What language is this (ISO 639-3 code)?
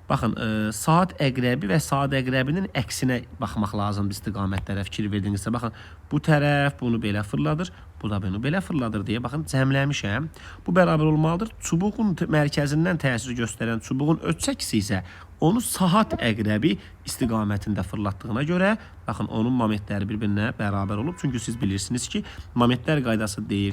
aze